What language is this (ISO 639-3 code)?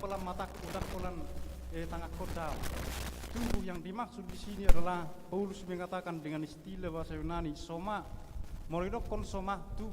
bbc